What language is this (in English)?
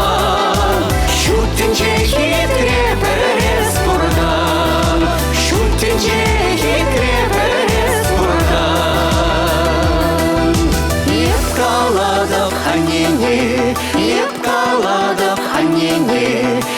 Chuvash